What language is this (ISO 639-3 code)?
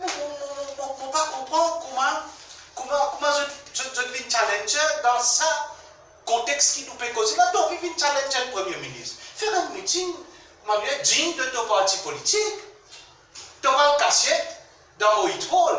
mfe